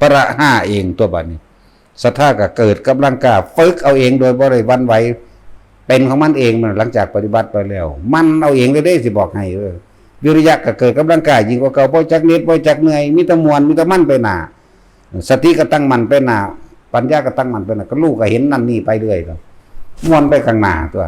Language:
Northeastern Thai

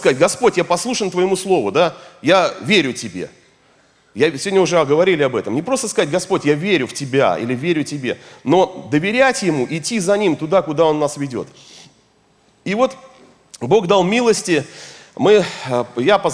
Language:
Russian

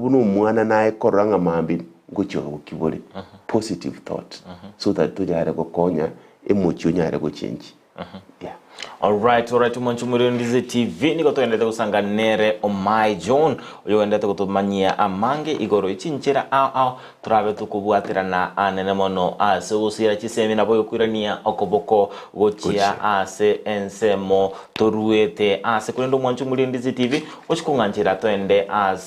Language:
Gusii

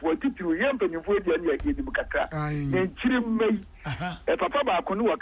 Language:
Akan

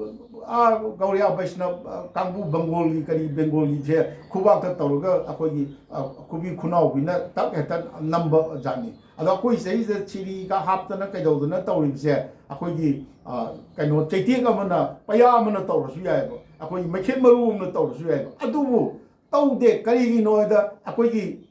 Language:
Manipuri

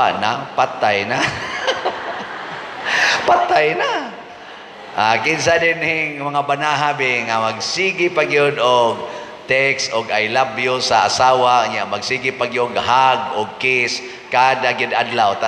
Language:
Cebuano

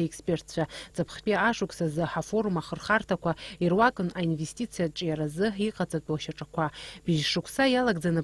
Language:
Abkhazian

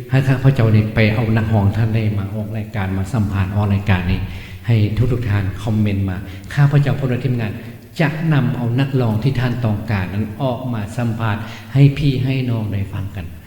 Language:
Lao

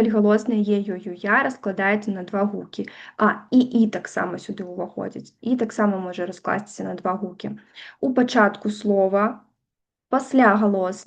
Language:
Belarusian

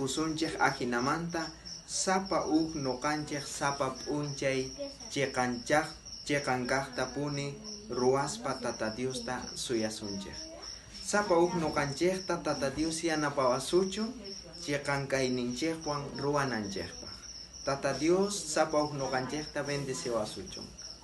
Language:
South Bolivian Quechua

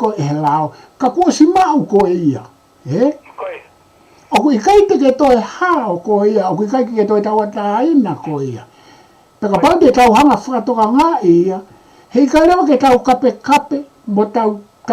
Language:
Tongan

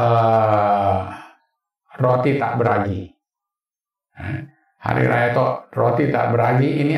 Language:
Indonesian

